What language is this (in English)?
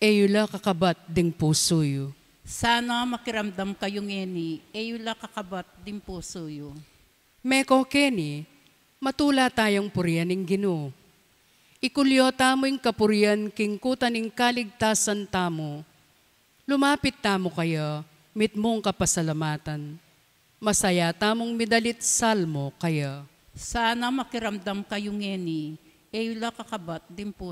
Pampanga